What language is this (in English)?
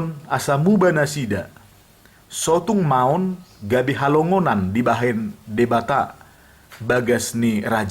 Batak Toba